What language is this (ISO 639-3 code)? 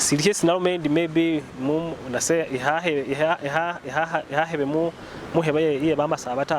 myx